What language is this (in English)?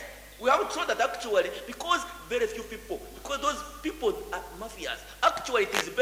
Nyankole